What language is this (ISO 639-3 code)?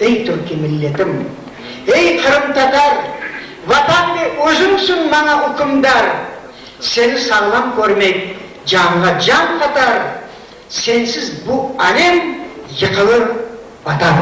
crh